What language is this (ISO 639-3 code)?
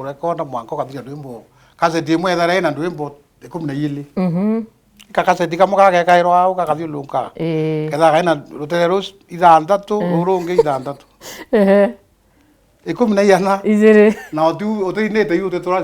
mer